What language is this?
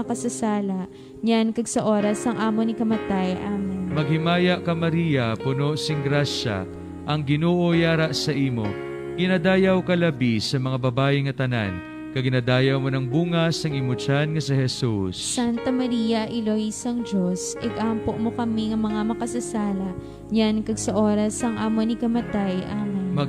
Hiligaynon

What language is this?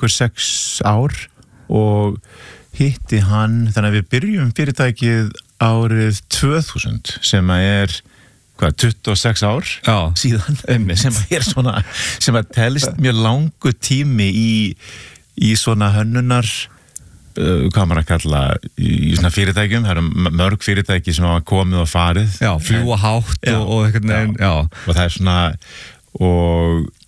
Icelandic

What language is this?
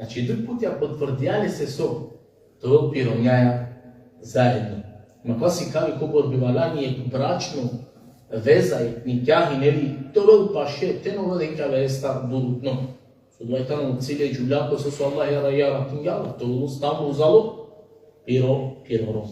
Balkan Romani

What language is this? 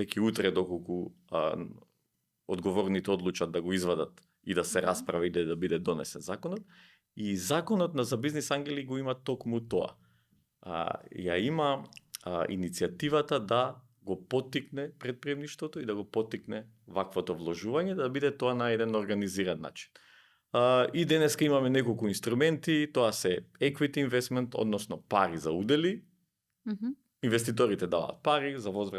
Macedonian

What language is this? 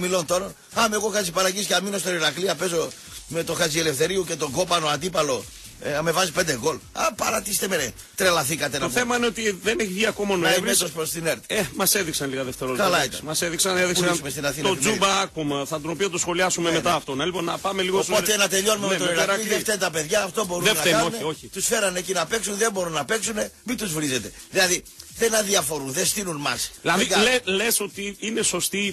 Greek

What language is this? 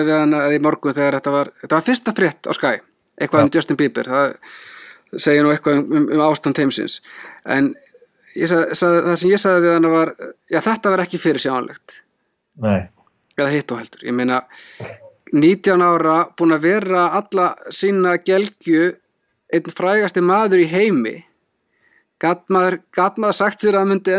Icelandic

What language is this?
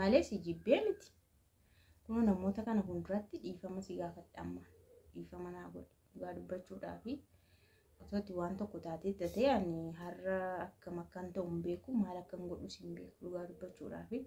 Oromo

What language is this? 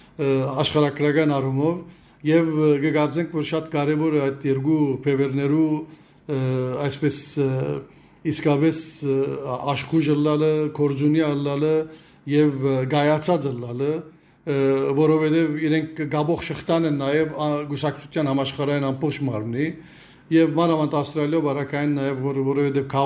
Western Armenian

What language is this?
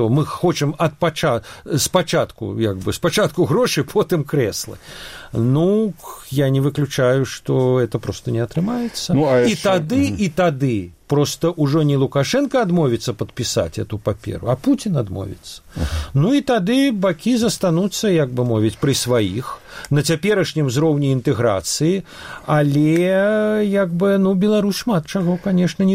Belarusian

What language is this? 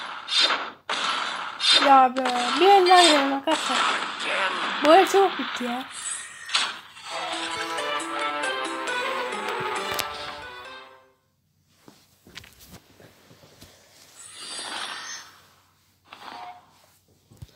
Turkish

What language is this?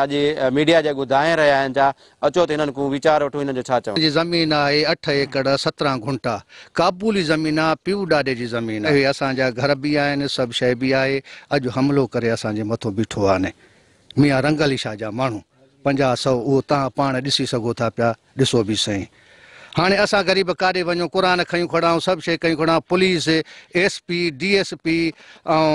Sindhi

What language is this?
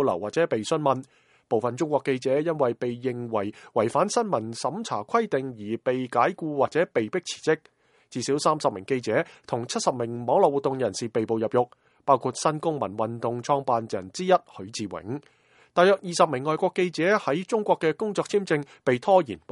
Cantonese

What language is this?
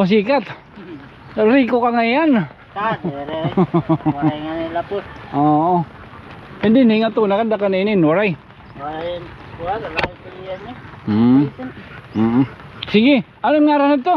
Waray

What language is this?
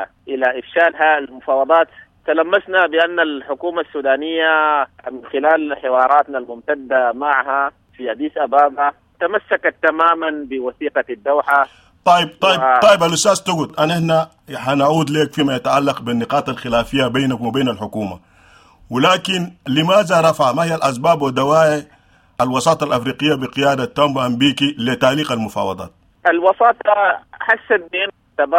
Sudanese Arabic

